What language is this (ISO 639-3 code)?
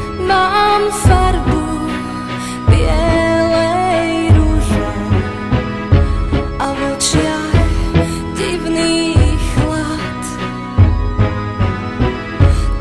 slk